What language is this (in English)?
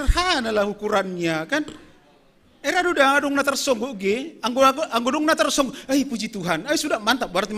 Batak Simalungun